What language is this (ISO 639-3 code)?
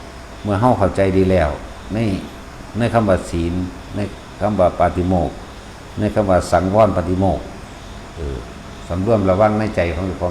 tts